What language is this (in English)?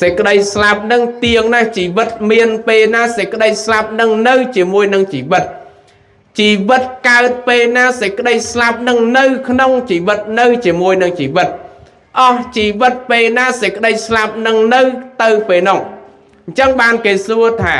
Khmer